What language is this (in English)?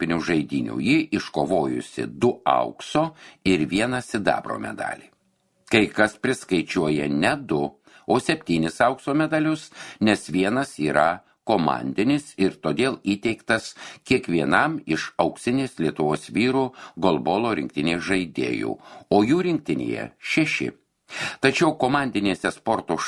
Lithuanian